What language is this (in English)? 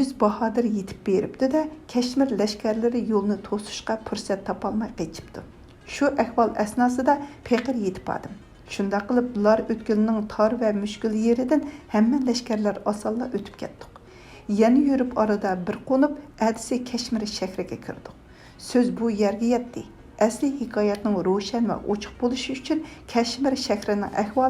Uyghur